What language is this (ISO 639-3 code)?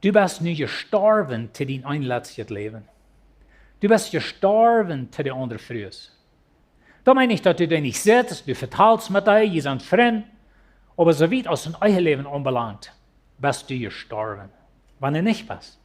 pdt